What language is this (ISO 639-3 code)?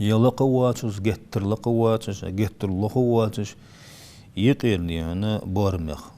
inh